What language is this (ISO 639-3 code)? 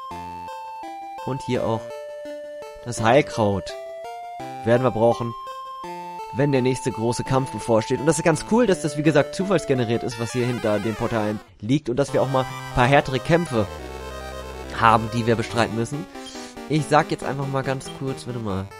deu